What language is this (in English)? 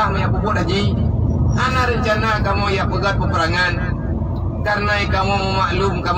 Achinese